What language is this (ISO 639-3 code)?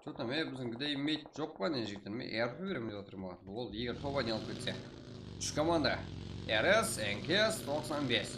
kaa